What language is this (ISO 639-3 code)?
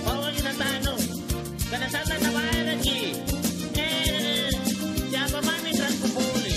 mak